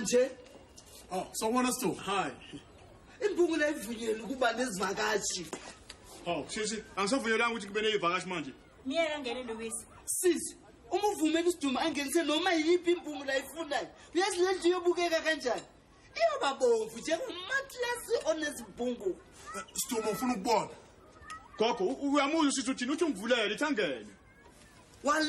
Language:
Zulu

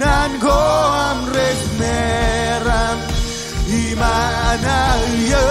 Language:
Marshallese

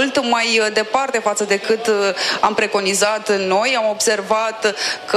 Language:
Romanian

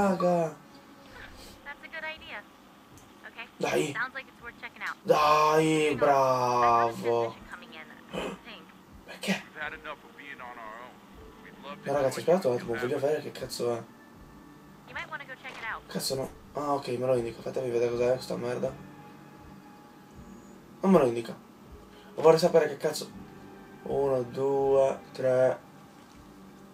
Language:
Italian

